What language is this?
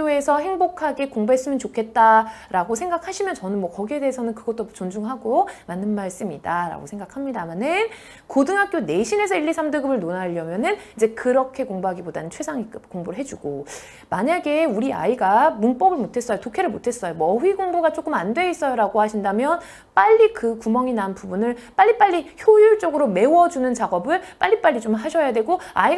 Korean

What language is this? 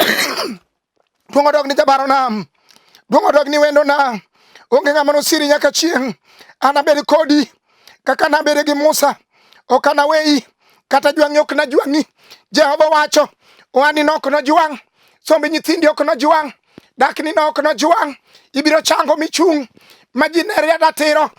Luo (Kenya and Tanzania)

